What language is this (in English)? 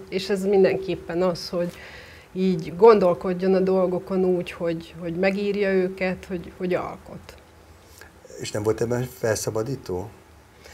Hungarian